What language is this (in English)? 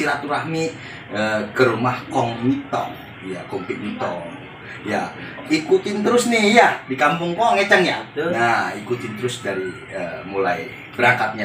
Betawi